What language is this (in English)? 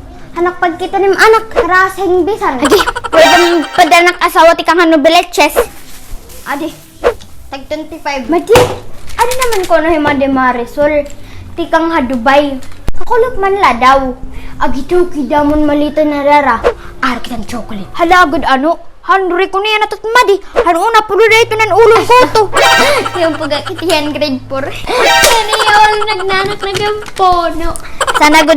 Waray